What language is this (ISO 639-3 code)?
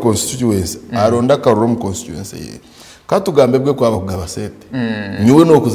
nyn